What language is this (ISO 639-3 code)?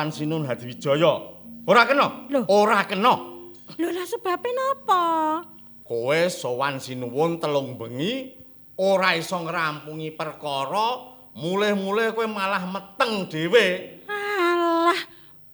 jav